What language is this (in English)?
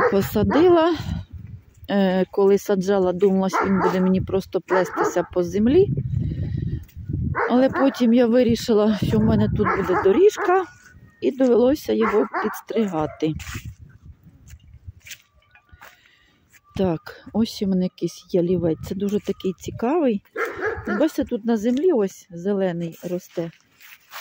Ukrainian